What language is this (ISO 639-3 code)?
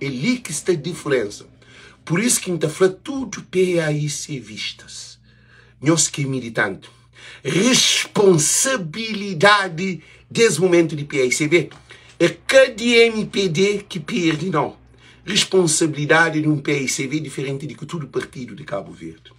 kea